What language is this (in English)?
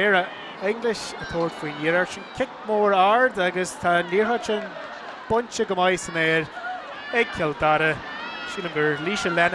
Irish